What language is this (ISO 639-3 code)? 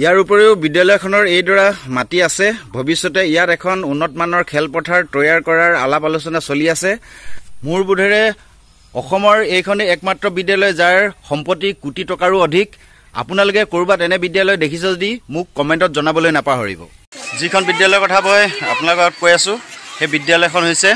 asm